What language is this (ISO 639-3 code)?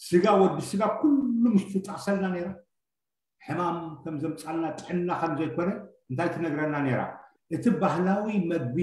tir